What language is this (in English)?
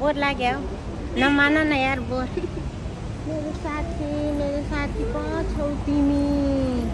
Nepali